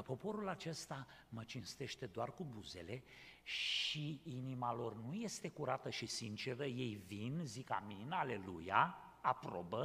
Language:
Romanian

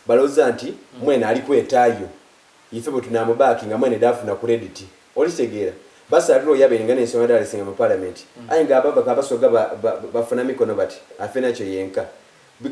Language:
Soga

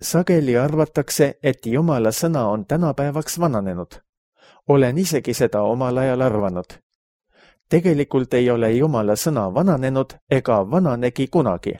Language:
Estonian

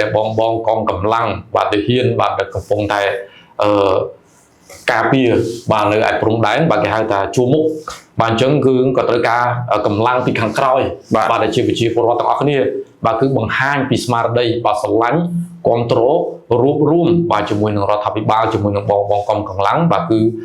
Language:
Khmer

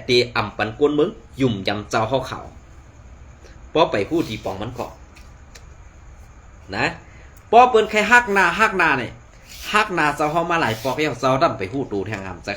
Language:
Shan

